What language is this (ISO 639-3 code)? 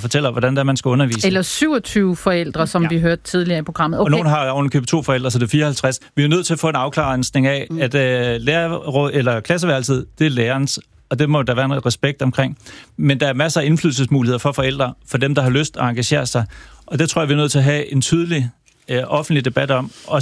dan